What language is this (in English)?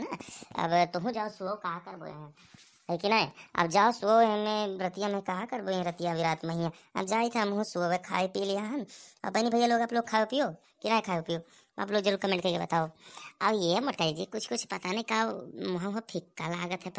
Awadhi